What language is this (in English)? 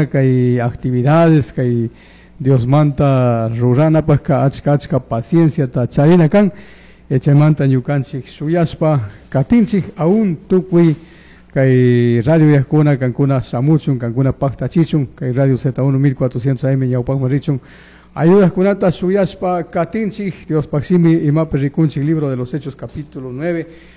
Chimborazo Highland Quichua